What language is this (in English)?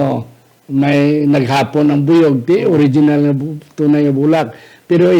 Hiligaynon